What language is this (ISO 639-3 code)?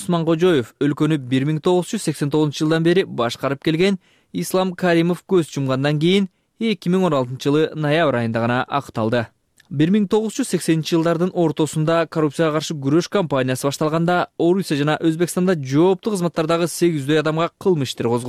kir